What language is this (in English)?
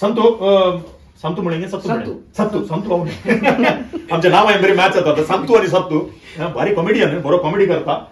Konkani